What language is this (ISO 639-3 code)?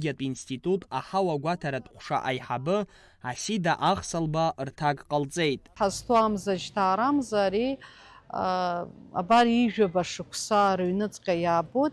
abk